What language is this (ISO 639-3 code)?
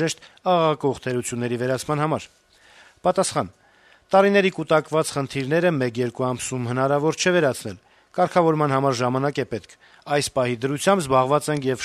hye